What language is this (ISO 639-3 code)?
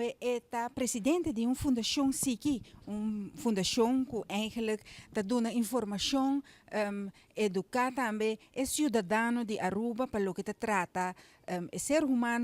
pap